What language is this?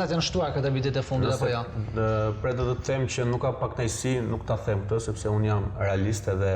Albanian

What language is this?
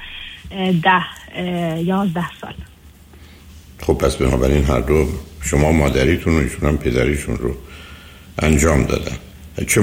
Persian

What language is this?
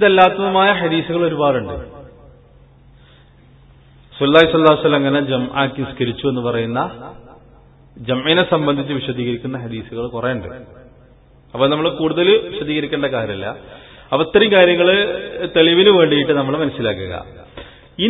Malayalam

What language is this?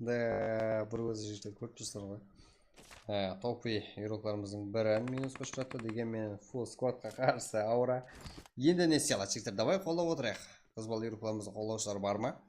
Kara-Kalpak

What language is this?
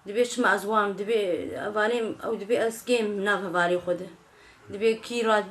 Kurdish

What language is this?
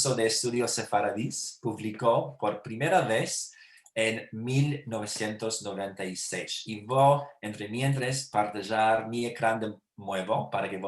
Ladino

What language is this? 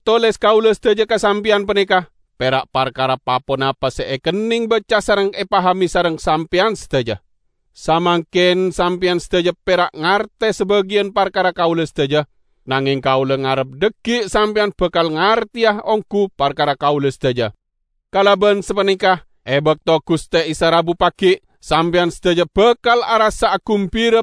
Madurese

